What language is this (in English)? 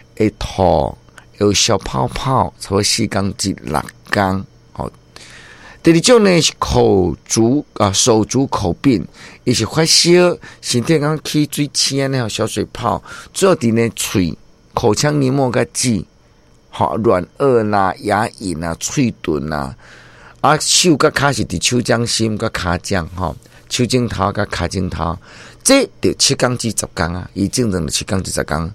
Min Nan Chinese